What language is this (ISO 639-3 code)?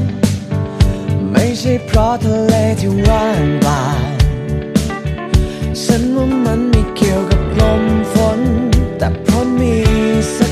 tha